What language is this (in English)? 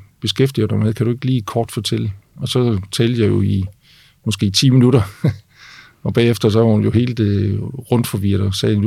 Danish